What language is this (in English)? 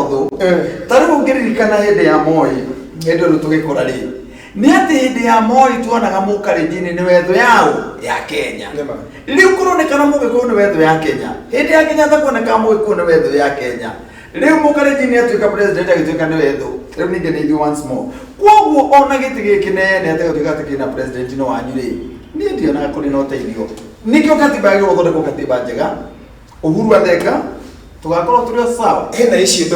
Kikuyu